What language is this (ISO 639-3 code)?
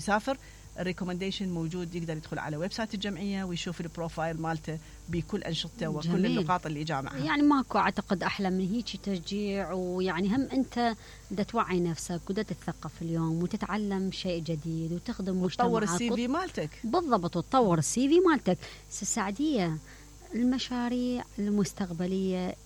acm